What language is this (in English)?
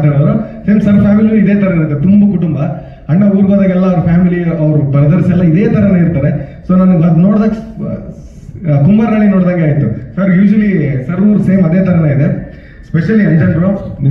Kannada